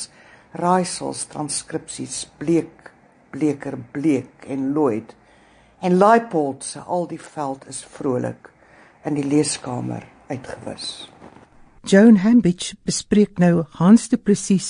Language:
Afrikaans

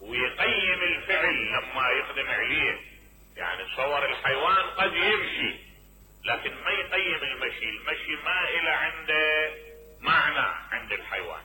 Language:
Mesopotamian Arabic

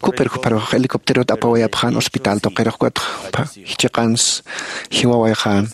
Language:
Aymara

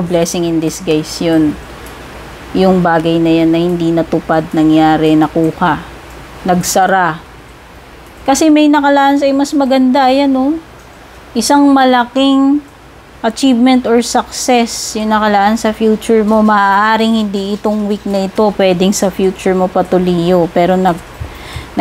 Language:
Filipino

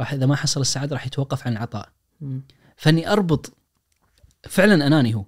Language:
Najdi Arabic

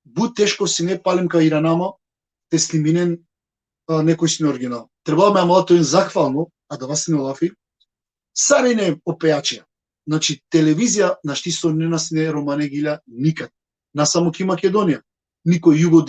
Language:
Balkan Romani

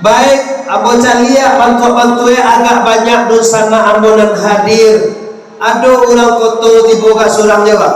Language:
Minangkabau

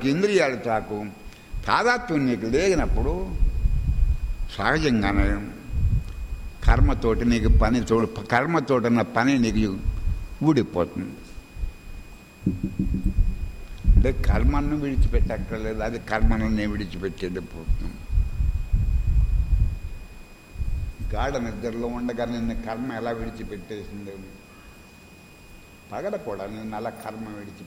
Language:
Telugu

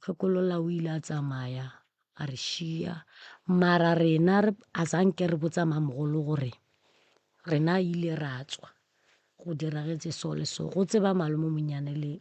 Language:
Northern Sotho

